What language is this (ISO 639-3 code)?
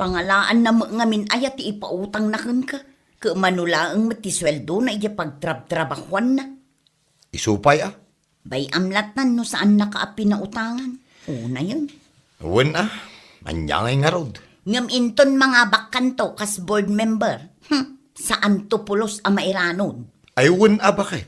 ilo